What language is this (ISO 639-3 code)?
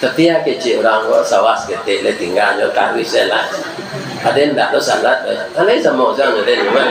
min